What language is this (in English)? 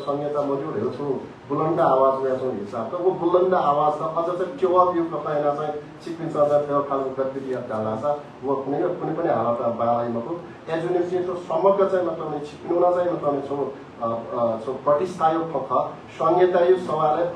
Newari